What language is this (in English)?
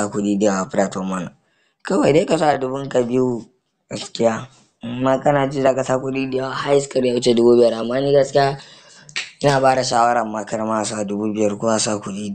Hausa